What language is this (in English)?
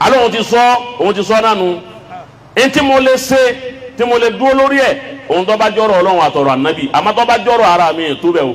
Yoruba